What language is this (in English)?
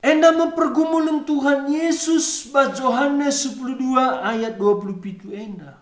Batak Karo